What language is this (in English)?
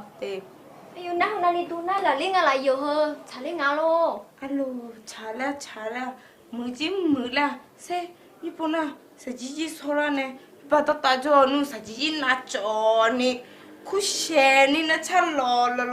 Akha